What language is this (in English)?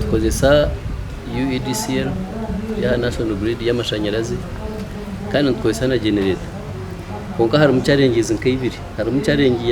Nyankole